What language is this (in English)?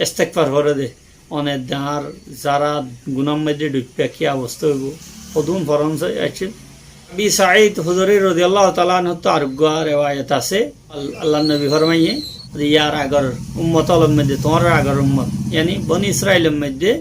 Rohingya